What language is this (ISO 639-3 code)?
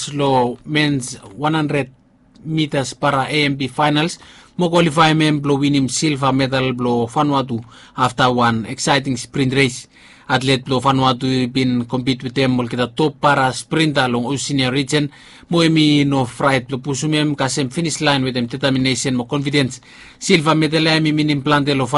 bis